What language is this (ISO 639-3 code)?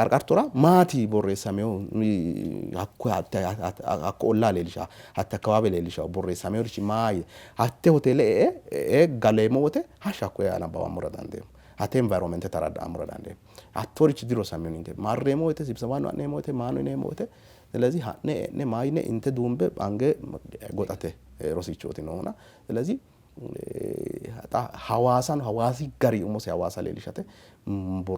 sid